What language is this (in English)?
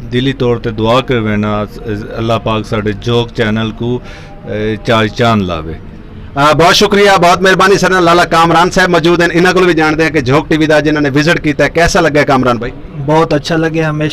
Western Panjabi